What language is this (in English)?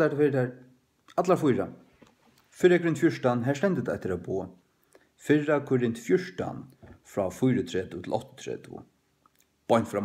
Faroese